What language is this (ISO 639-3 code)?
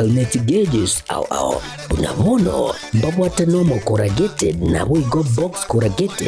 guz